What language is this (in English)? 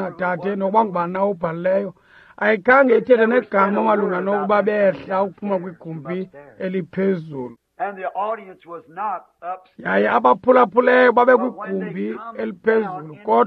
Xhosa